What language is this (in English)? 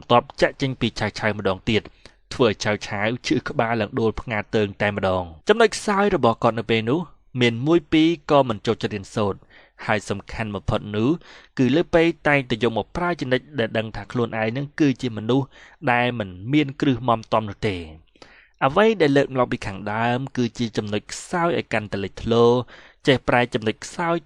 Khmer